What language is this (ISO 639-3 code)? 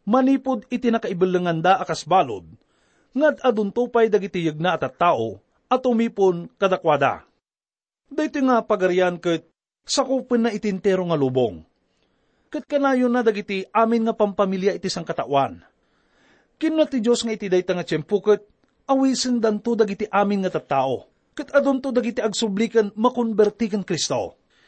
ilo